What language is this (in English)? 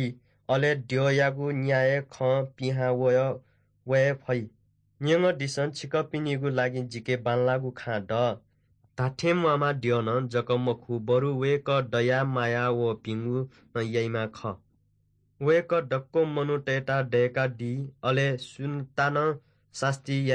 Newari